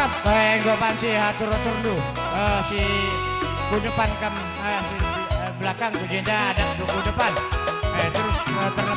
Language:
Batak Karo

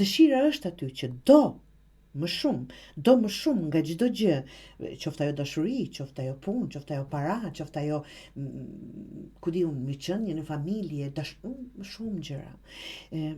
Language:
Albanian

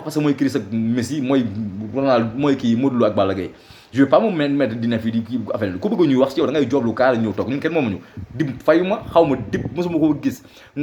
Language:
Wolof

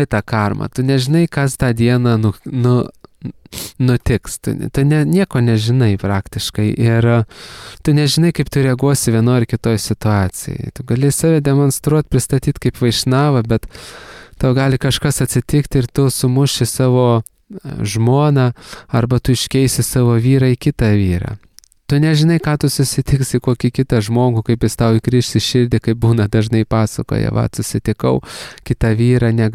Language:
Lithuanian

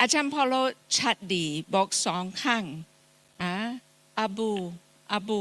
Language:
Akha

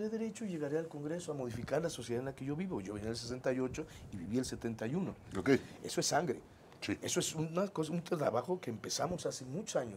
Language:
Spanish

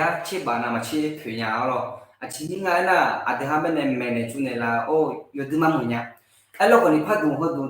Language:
Akha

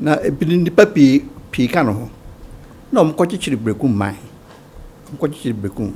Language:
Akan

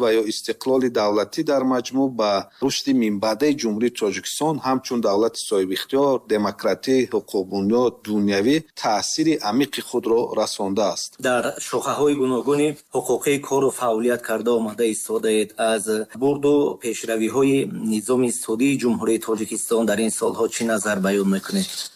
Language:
Tajik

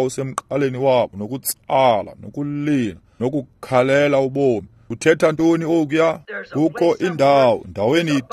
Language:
Xhosa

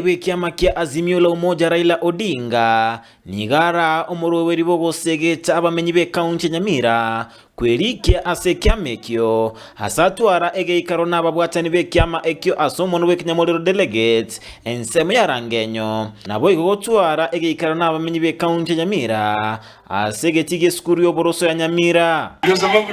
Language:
Gusii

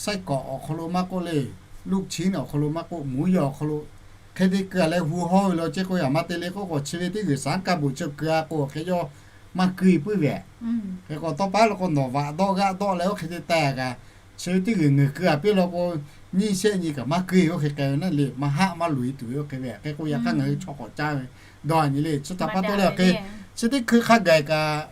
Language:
Lahu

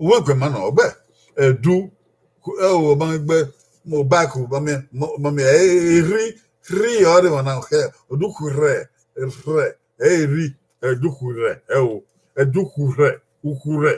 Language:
Bini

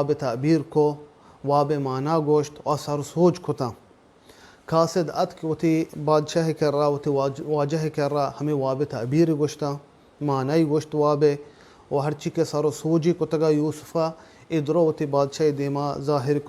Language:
Baluchi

